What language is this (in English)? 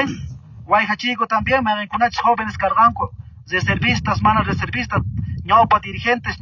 Quechua